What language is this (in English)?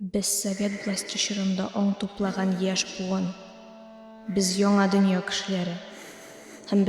Tatar